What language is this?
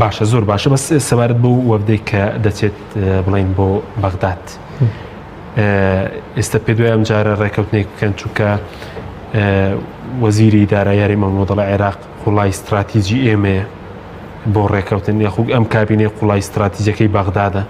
Central Kurdish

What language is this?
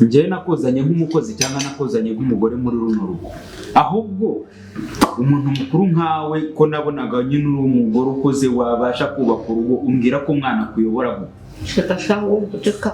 Kinyarwanda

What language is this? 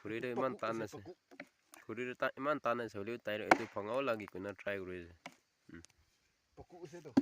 Naga Pidgin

